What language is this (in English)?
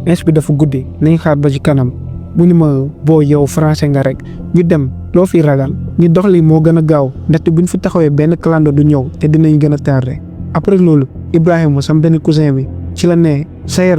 Wolof